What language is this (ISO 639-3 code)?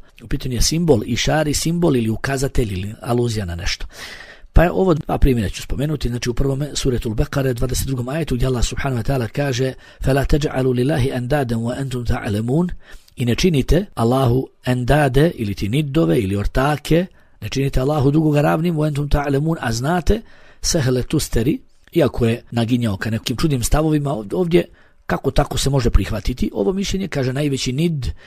bos